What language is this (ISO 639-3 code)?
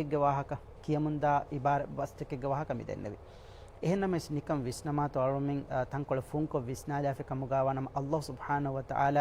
div